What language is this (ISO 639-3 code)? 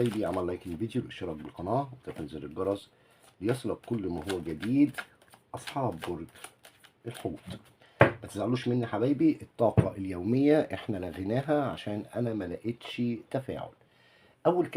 arz